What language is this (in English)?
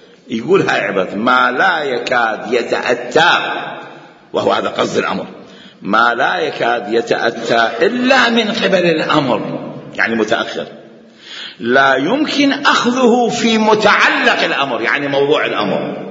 Mesopotamian Arabic